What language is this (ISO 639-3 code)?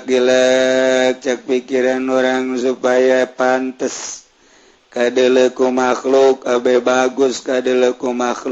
sun